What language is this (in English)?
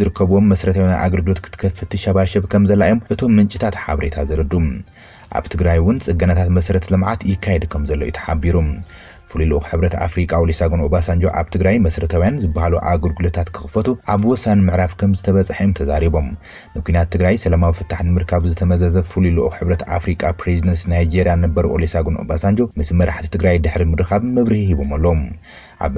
Tigrinya